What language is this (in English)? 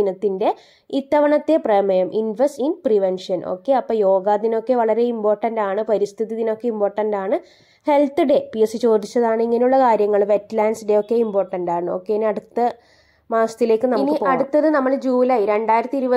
Malayalam